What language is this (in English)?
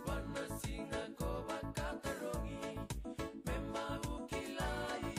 Fijian